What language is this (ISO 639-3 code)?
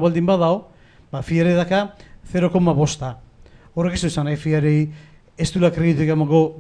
eus